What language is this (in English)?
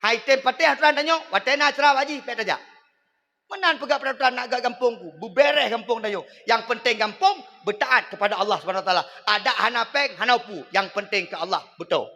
Achinese